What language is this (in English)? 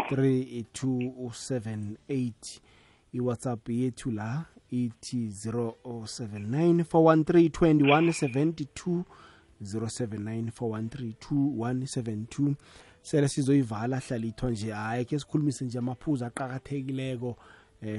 South Ndebele